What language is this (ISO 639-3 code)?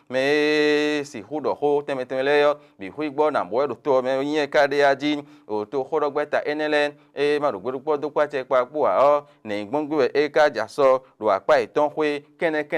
fon